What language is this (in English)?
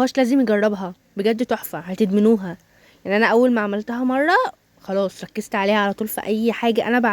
Egyptian Arabic